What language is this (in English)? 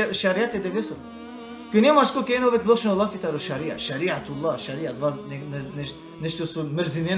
Balkan Romani